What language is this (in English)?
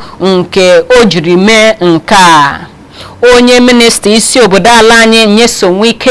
Igbo